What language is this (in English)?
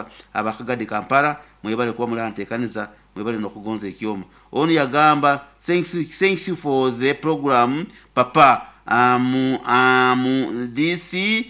Nyoro